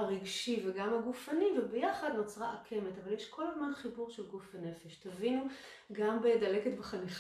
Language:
Hebrew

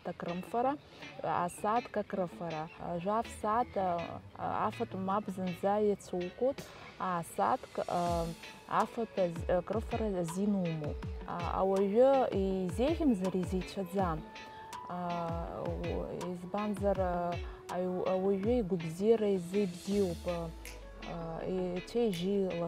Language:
Abkhazian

